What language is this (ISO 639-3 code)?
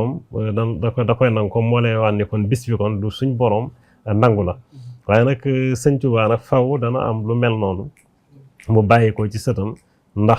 wol